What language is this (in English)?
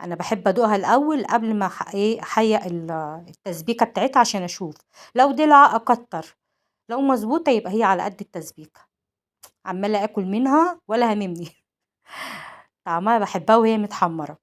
Egyptian Arabic